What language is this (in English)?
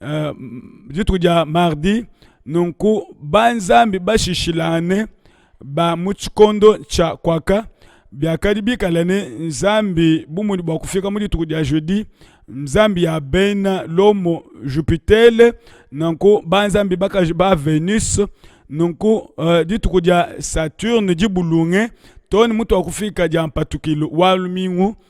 Luba-Lulua